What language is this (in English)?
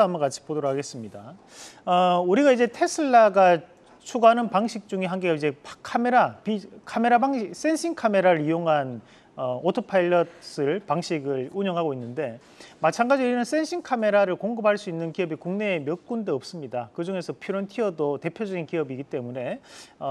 Korean